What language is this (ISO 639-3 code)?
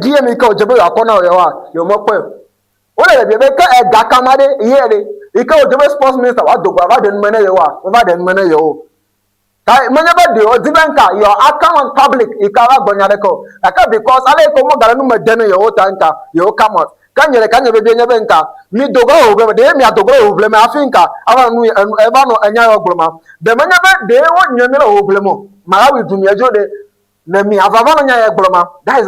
ewe